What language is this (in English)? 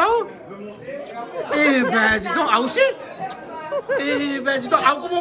Réunion Creole French